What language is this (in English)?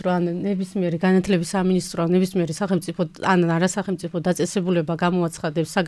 Georgian